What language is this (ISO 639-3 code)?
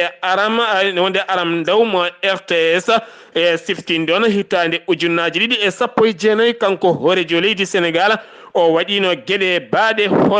ful